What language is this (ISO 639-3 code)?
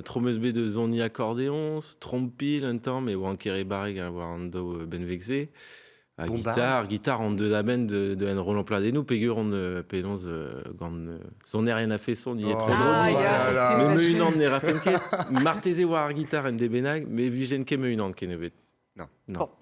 bre